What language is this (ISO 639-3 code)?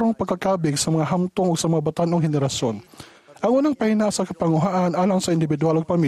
ceb